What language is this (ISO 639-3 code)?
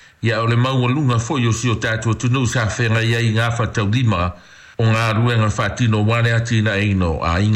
smo